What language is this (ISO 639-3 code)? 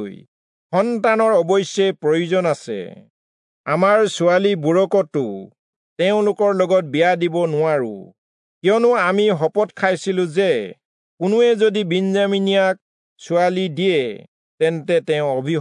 asm